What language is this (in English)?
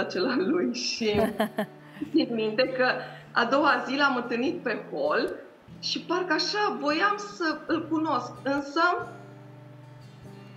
Romanian